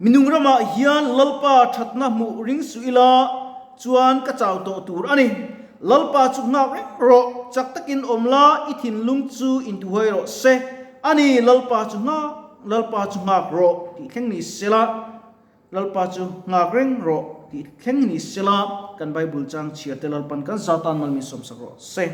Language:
Mizo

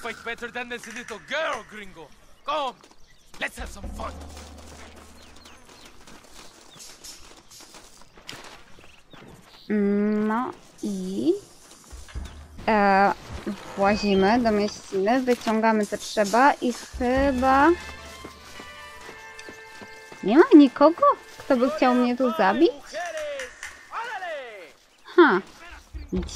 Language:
Polish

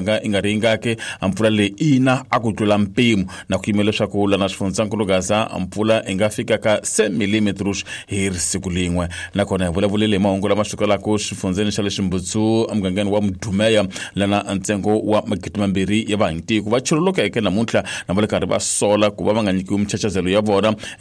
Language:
Tsonga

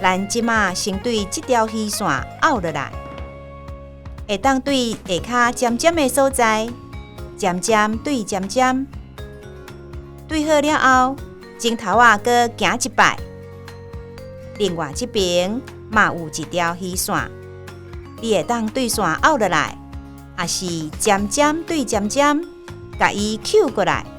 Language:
Min Nan Chinese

